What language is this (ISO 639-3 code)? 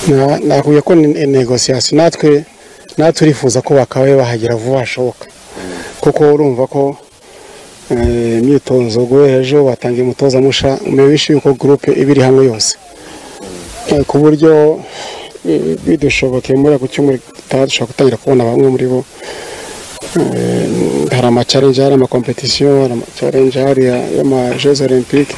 kin